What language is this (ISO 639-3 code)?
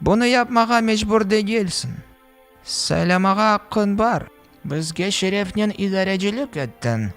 crh